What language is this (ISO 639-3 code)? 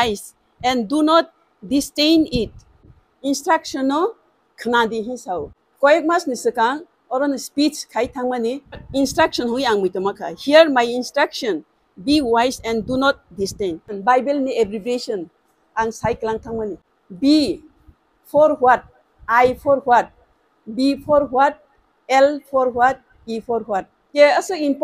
trp